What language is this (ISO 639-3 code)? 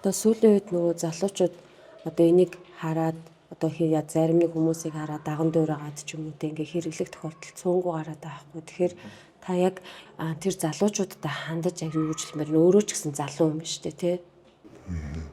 mon